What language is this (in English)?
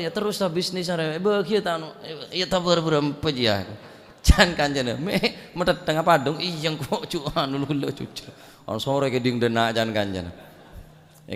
Madurese